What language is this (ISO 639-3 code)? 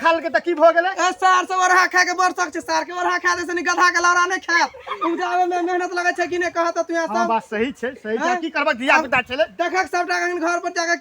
mai